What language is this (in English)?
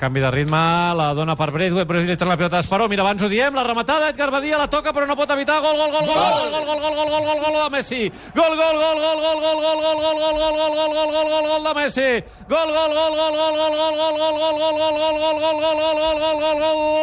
Catalan